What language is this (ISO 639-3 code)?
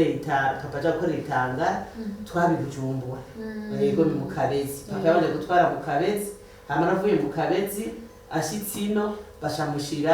run